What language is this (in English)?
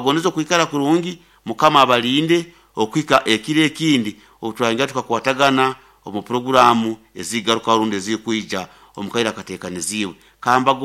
Nyankole